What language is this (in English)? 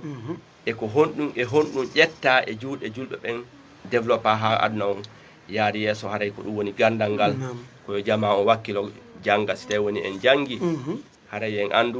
Fula